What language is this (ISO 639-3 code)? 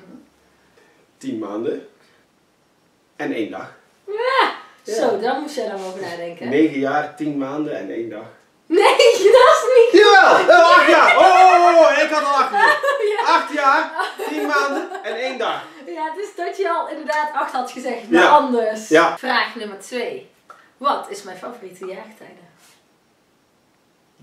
nld